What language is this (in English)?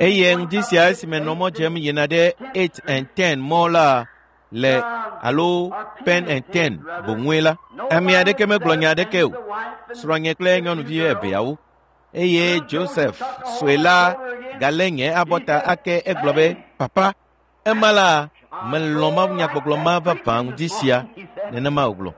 Ewe